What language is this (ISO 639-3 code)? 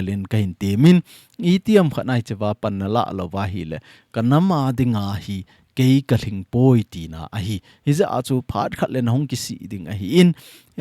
tcz